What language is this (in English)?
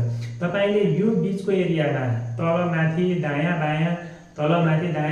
Nepali